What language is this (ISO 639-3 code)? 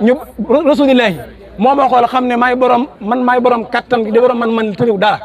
wol